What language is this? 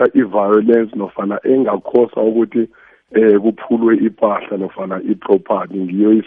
South Ndebele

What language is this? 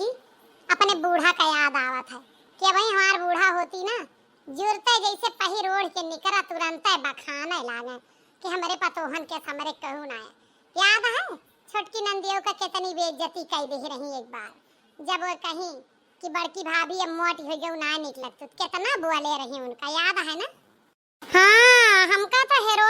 Awadhi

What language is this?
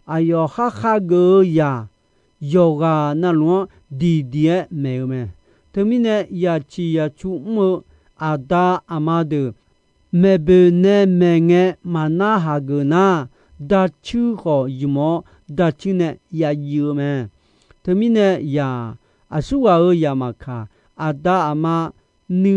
Akha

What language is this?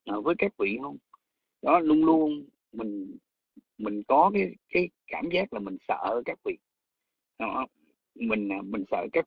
Vietnamese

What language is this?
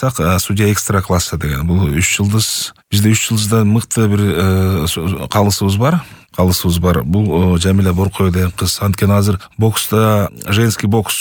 Kyrgyz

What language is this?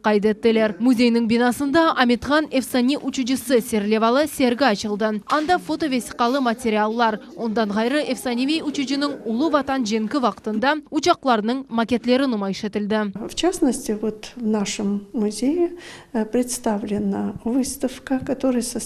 Crimean Tatar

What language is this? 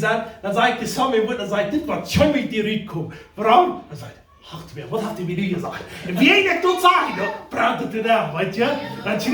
Plautdietsch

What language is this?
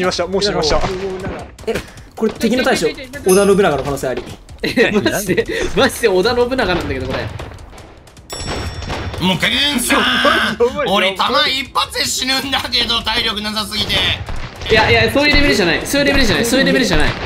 Japanese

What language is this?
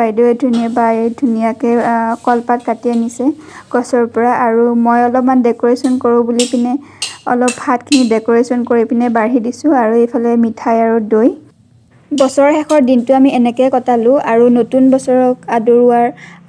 Assamese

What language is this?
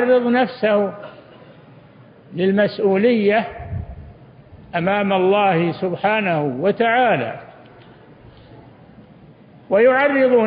Arabic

